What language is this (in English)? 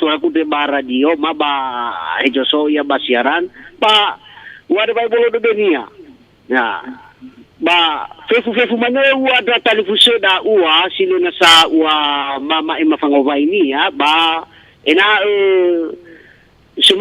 Nias